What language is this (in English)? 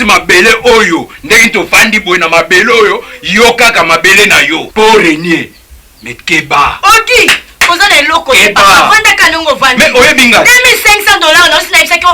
Lingala